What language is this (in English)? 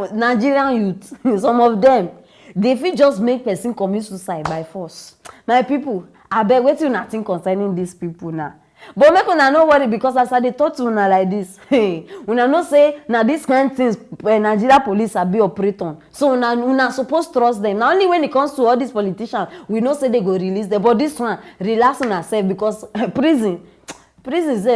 Nigerian Pidgin